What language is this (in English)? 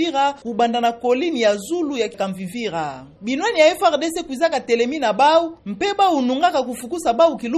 Kituba (Democratic Republic of Congo)